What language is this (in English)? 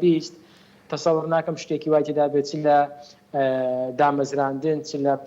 Central Kurdish